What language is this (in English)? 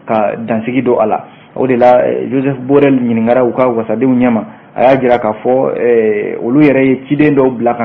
Bambara